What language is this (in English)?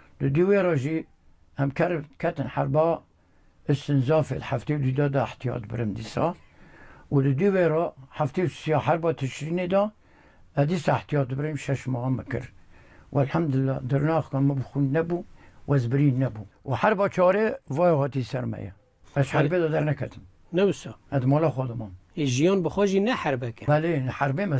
Kurdish